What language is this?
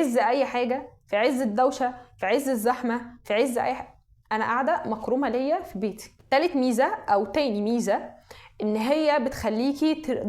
Egyptian Arabic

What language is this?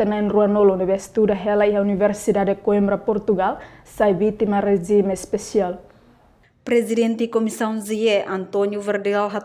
Tetum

